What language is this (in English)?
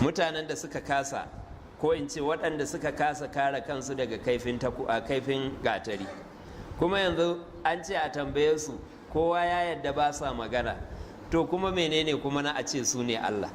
Hausa